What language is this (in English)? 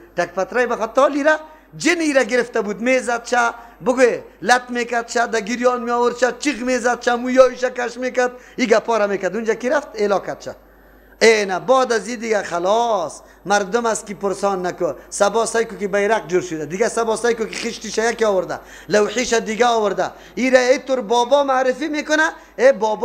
Persian